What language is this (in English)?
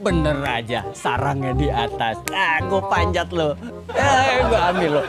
Betawi